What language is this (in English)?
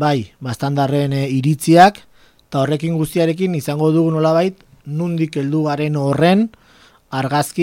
Basque